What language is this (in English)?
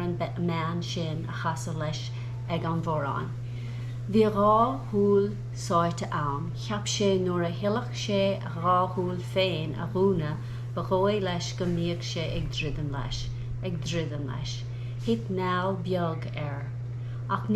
Irish